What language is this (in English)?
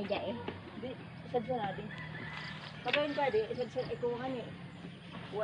Bikol